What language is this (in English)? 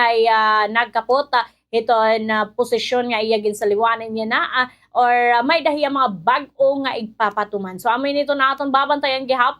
Waray